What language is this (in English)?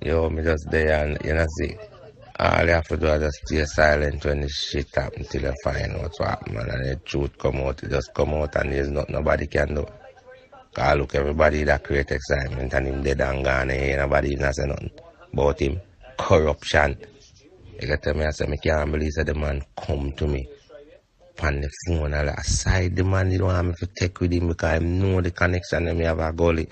Jamaican Creole English